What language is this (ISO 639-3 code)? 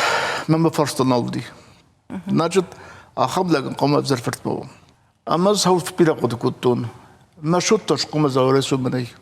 oss